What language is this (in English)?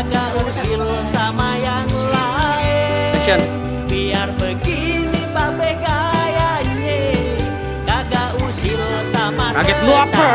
Betawi